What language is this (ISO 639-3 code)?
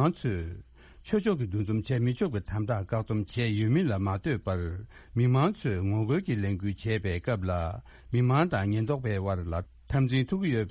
bod